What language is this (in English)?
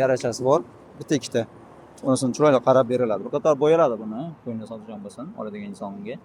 Uzbek